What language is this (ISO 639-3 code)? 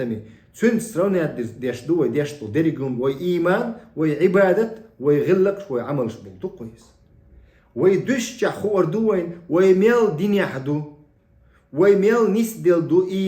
che